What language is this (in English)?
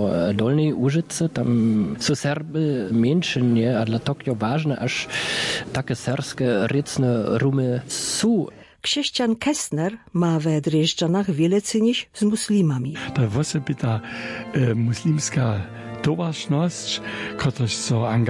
Upper Sorbian